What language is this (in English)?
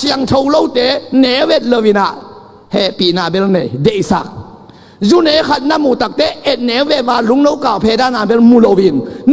Tedim Chin